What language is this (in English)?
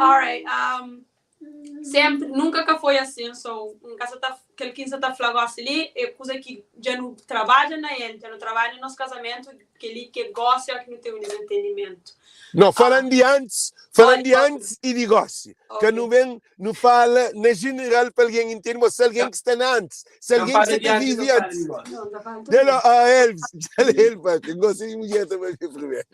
Kabuverdianu